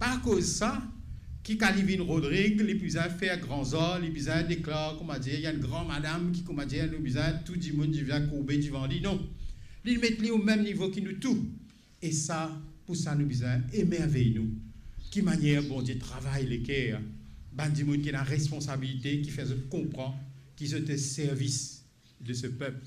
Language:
Morisyen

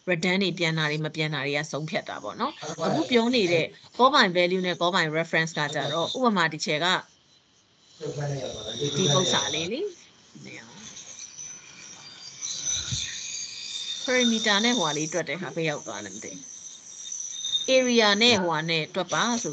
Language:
Burmese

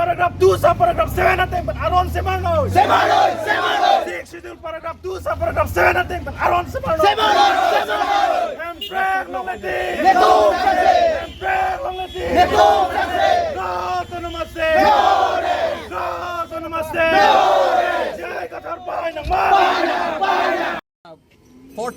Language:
Karbi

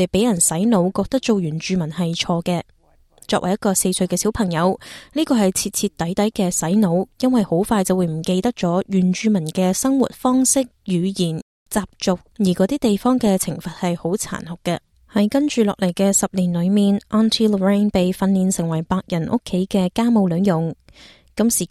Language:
Cantonese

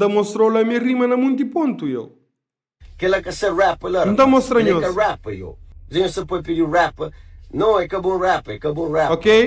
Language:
Kabuverdianu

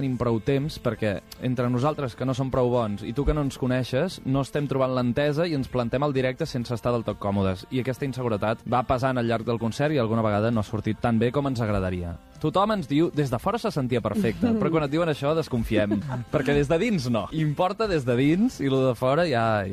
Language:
Catalan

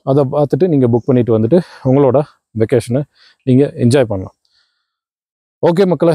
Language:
Tamil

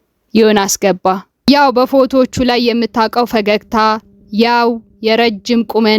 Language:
Amharic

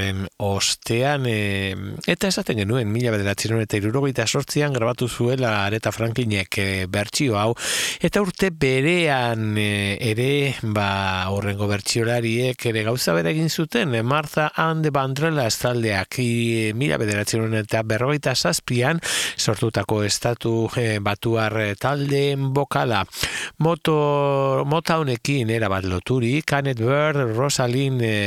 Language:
Basque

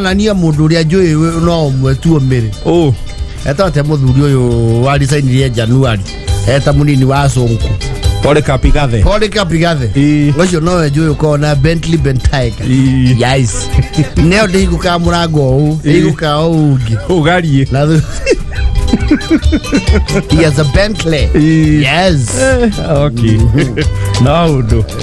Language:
Kikuyu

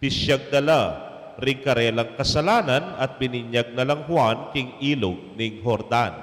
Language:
Pampanga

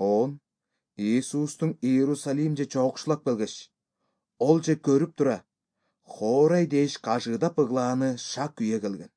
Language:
Kyrgyz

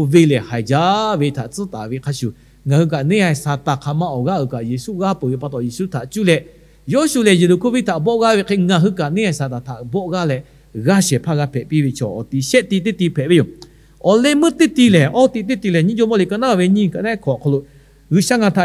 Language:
Lahu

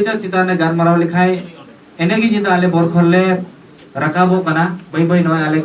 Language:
Santali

